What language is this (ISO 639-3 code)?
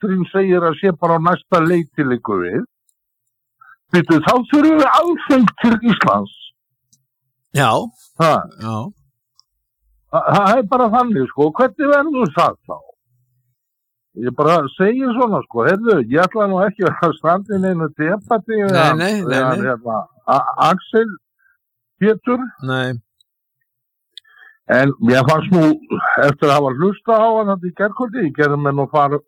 isl